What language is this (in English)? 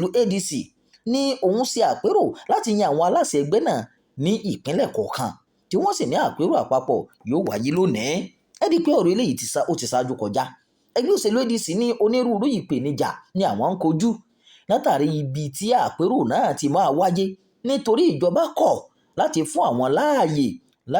Yoruba